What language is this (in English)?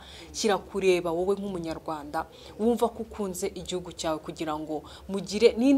Kinyarwanda